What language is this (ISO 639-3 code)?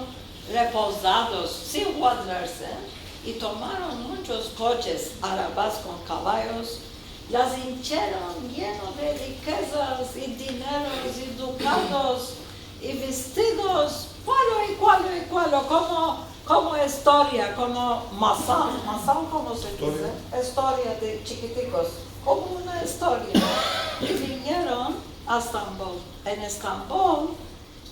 lad